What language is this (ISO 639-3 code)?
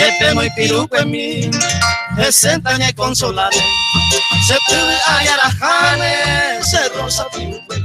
grn